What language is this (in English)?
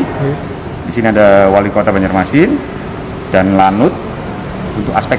Banjar